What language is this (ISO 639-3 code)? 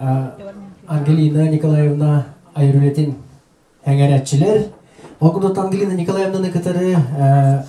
sah